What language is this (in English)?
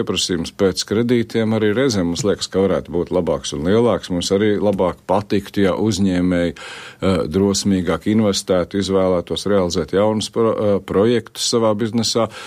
Latvian